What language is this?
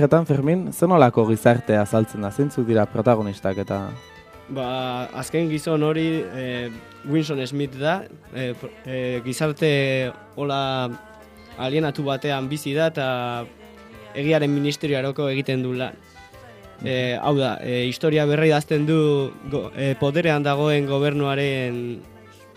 Basque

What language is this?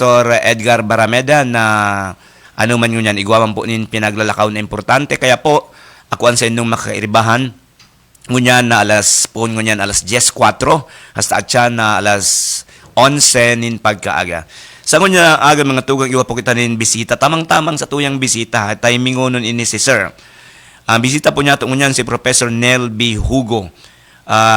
Bikol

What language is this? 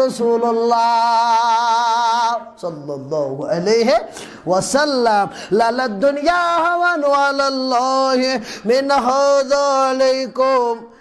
Kashmiri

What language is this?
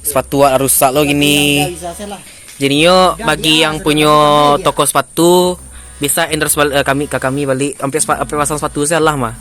Minangkabau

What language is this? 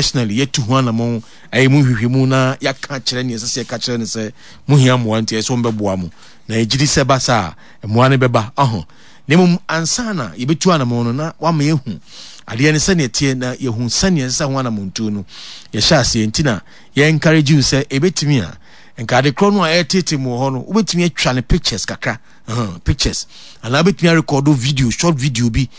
Akan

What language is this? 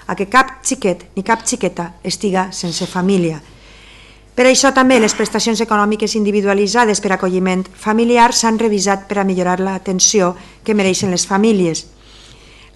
Catalan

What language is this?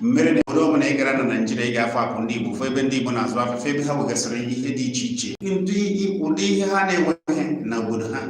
Igbo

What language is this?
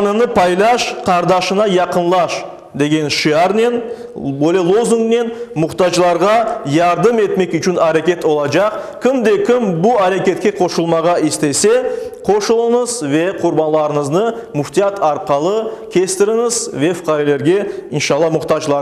Crimean Tatar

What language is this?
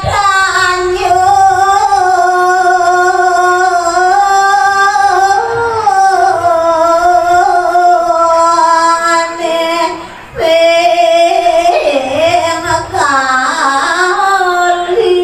Balinese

